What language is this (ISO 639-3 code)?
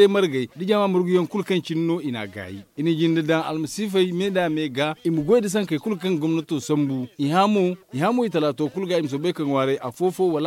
dje